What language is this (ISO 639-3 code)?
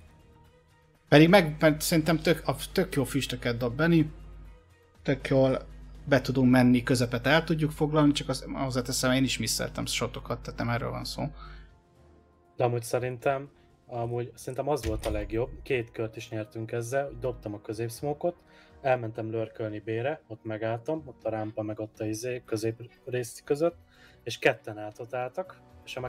hun